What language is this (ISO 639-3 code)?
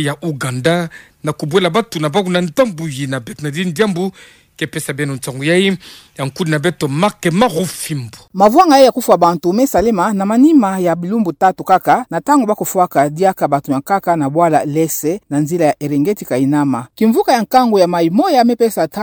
ktu